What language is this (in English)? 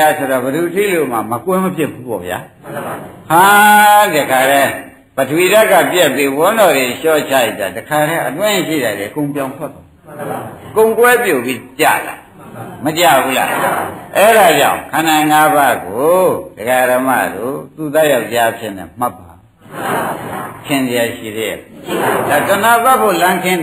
Burmese